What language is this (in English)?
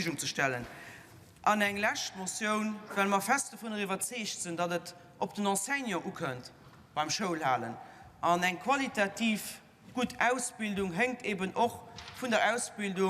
Luxembourgish